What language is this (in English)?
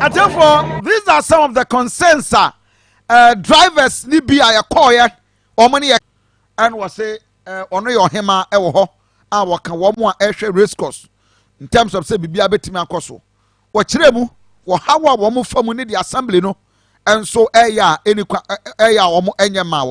Akan